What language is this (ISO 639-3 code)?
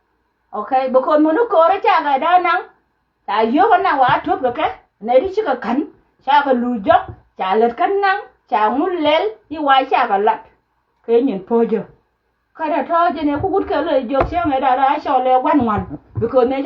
nus